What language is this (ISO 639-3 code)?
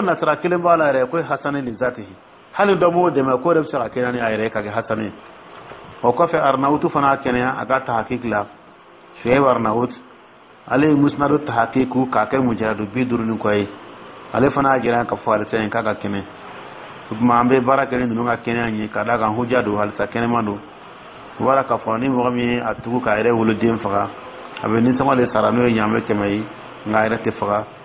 dyu